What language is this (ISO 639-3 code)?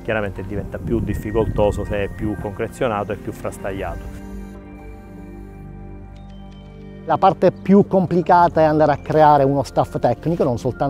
ita